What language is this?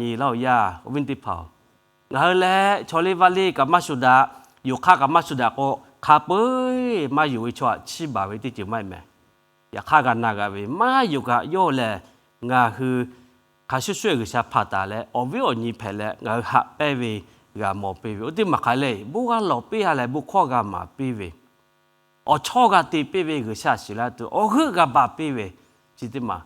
Lahu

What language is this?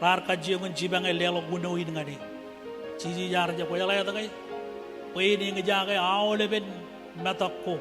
Marshallese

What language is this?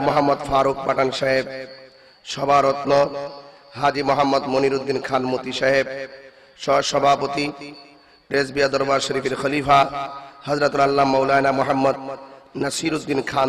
Bangla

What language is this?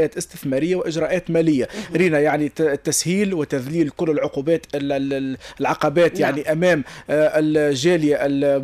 Tunisian Arabic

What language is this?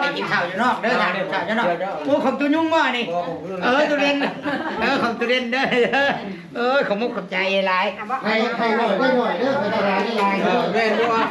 Northeastern Thai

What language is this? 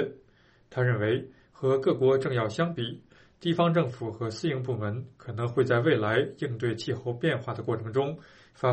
Chinese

